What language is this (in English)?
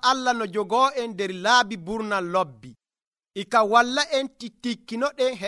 Nigerian Fulfulde